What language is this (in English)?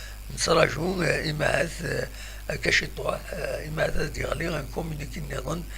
Kabyle